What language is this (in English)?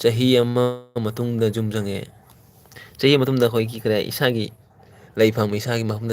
Manipuri